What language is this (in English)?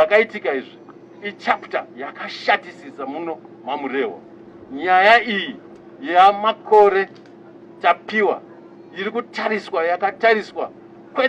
Shona